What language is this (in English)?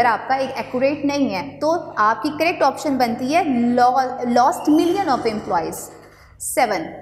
Hindi